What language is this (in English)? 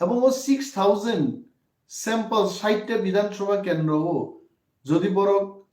Kok Borok